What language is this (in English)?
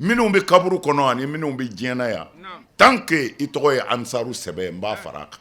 Bambara